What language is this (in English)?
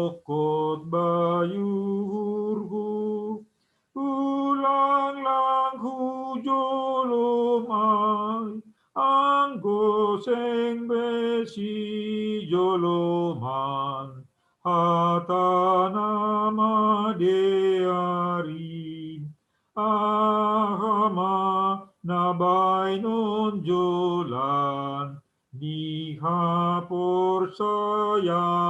Batak Simalungun